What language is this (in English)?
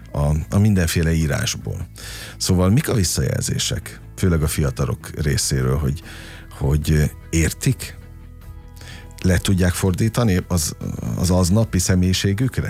Hungarian